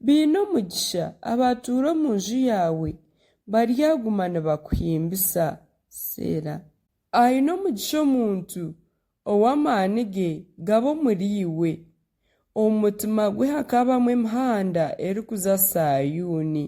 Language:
Nyankole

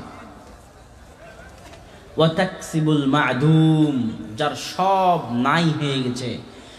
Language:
Bangla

